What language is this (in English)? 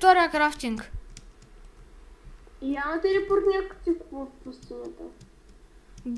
Bulgarian